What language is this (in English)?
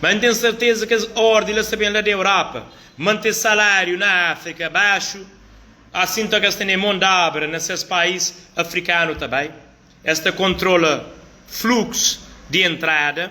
Kabuverdianu